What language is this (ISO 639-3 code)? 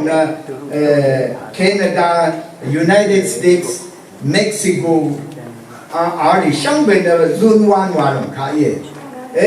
raw